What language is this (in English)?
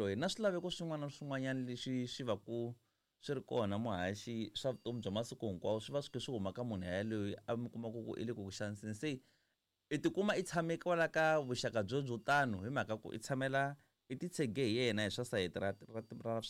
Tsonga